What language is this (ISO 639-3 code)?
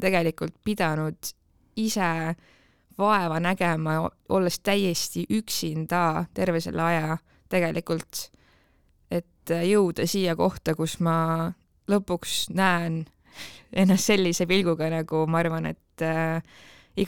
est